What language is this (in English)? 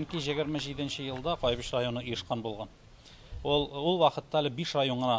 Tatar